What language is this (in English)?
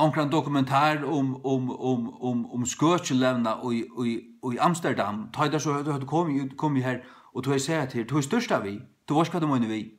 Faroese